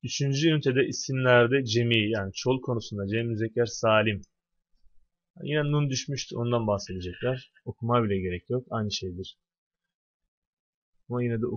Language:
Turkish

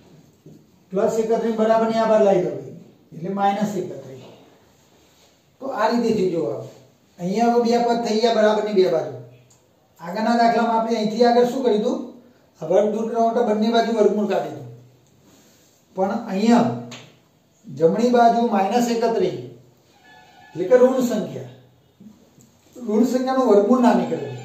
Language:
Gujarati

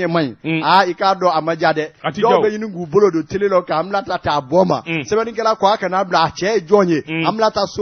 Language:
Bambara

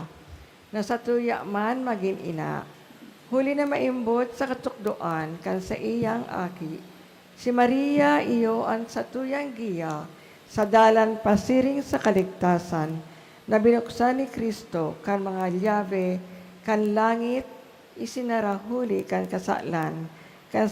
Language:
Bikol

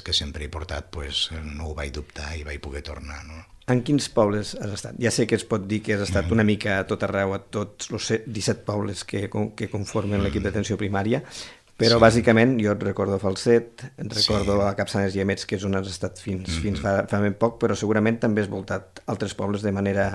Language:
Catalan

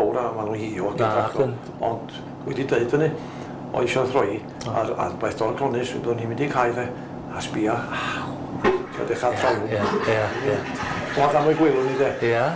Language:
Welsh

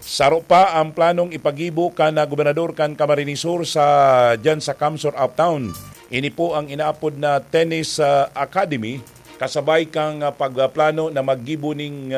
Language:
Bikol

